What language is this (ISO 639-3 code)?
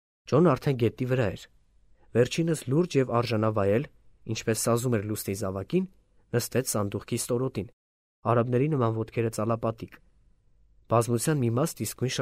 hye